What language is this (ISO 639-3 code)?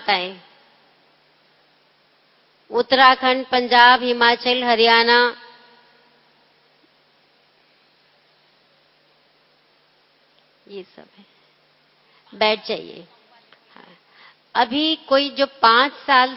hin